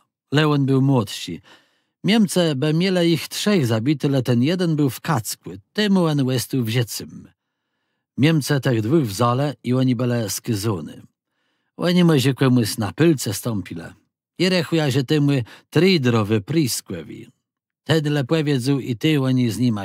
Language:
Kashubian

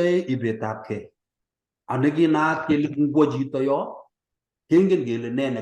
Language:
Kalenjin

